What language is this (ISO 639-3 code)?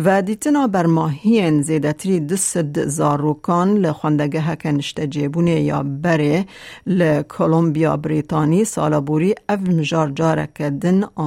kur